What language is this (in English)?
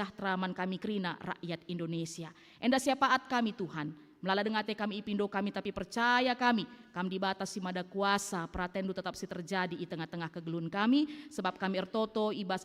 Batak Karo